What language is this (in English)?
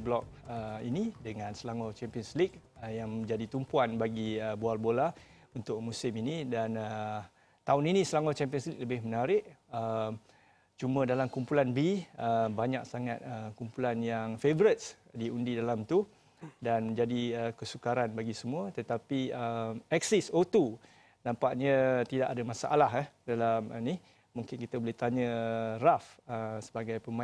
Malay